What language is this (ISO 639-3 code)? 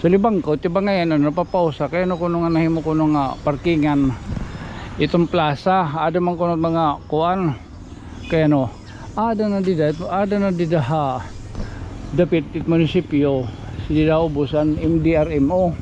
war